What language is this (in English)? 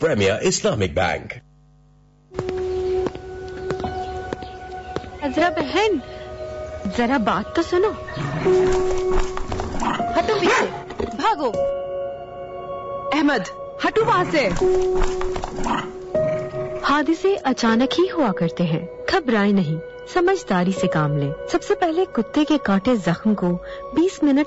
Urdu